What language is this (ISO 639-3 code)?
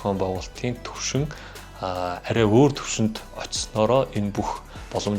mon